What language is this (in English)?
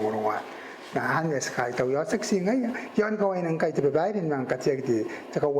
Gilbertese